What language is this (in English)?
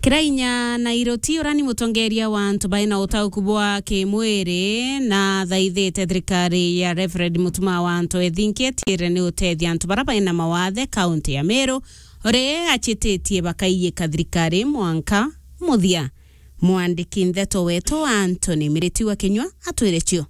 Meru